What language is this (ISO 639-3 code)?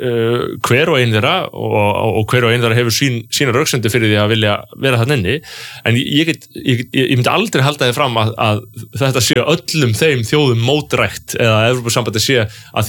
isl